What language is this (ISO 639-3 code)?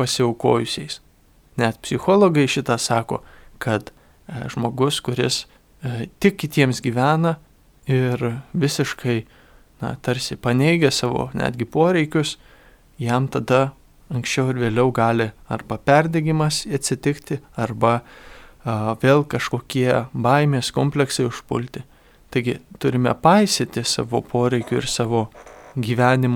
lit